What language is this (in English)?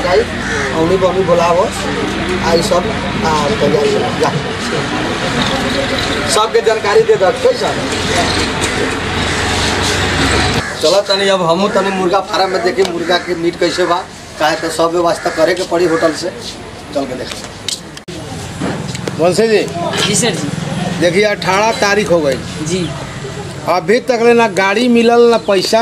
Bhojpuri